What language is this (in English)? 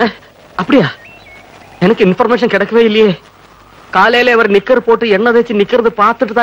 Malayalam